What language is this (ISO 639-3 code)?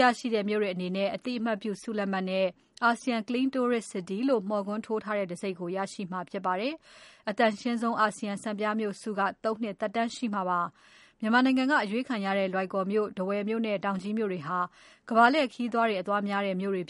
mya